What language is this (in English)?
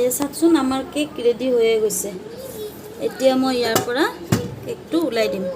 Assamese